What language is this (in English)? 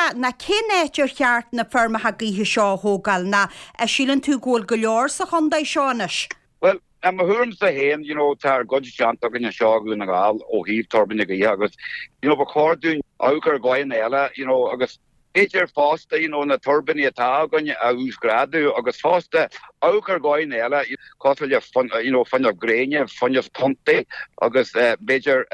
Irish